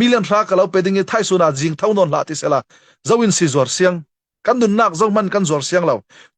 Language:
Falam Chin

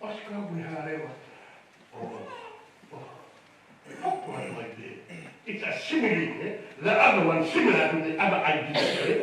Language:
Tongan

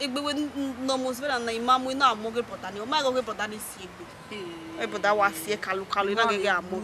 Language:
Bini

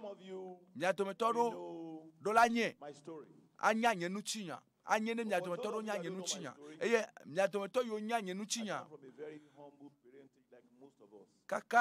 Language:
Ewe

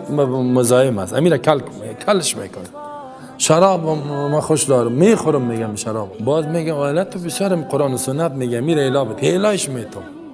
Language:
Persian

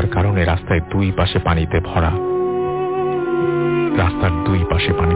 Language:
Bangla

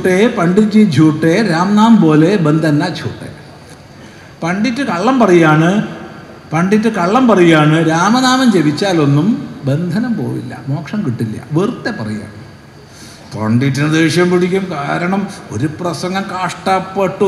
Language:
Malayalam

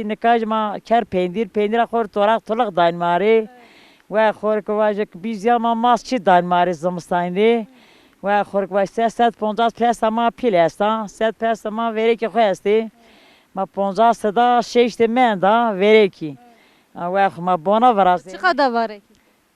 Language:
Zaza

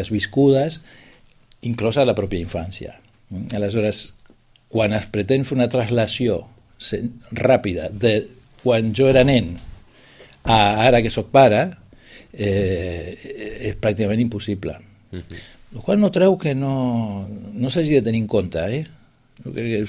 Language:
Catalan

